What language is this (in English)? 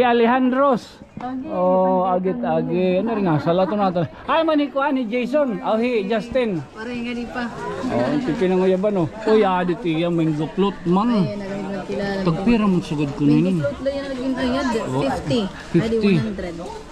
Waray